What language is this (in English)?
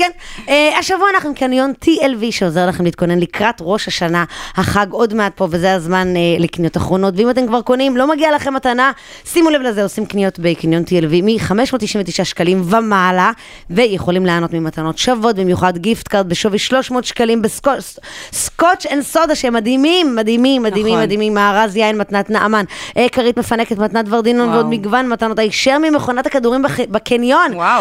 Hebrew